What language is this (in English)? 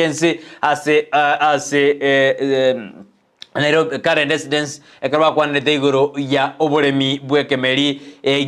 Gusii